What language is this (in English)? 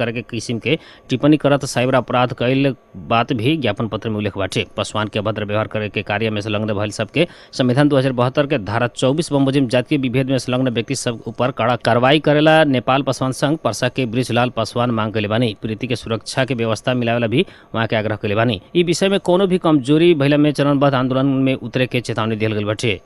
Bhojpuri